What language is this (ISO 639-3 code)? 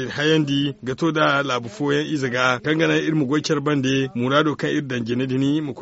dje